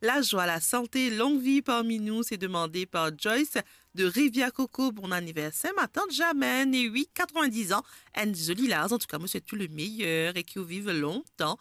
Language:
Morisyen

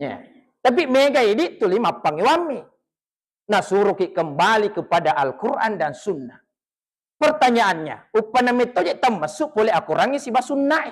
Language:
Buginese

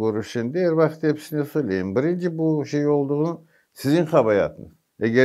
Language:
Crimean Tatar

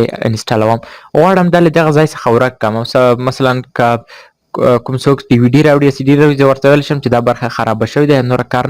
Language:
Pashto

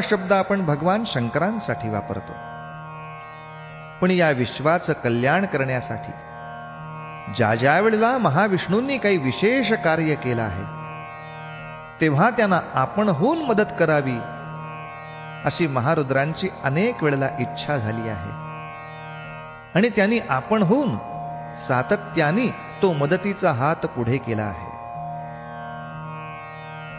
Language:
Marathi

